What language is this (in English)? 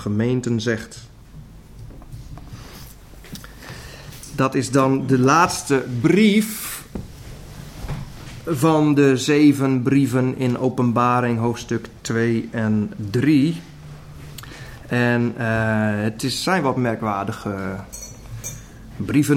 Dutch